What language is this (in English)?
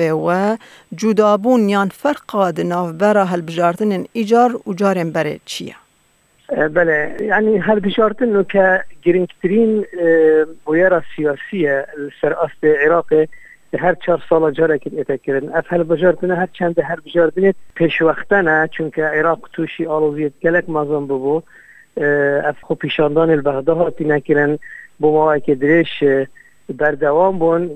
Kurdish